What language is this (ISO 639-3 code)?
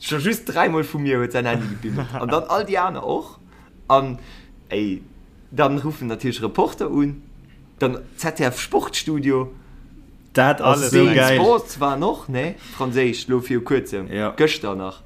ltz